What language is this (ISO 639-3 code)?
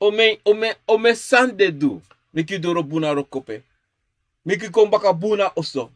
srn